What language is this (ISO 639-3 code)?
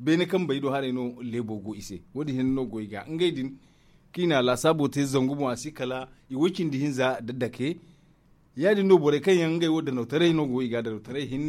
dje